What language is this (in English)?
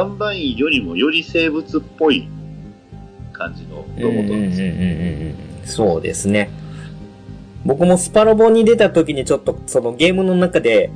Japanese